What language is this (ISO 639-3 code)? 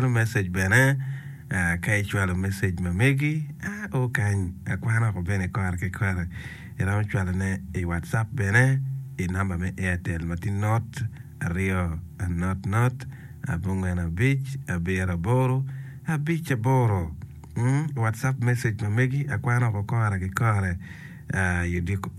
ach